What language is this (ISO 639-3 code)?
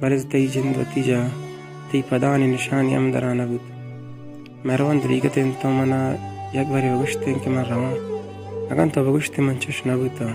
bal